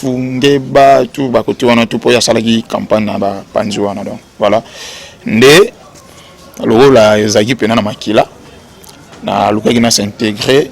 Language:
Lingala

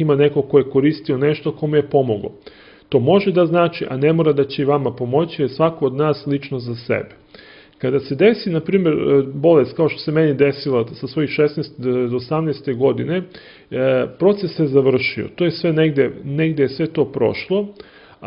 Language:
Serbian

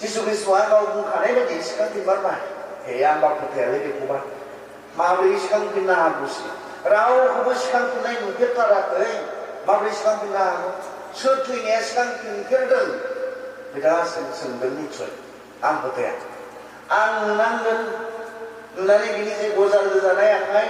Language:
Bodo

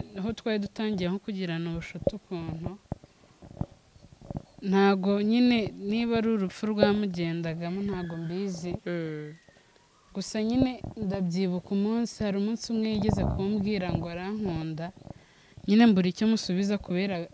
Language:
Kinyarwanda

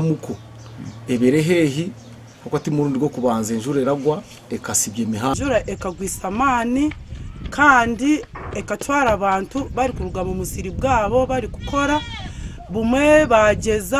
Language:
Nyankole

